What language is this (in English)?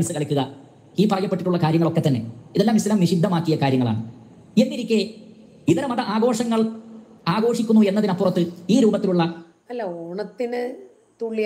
Malayalam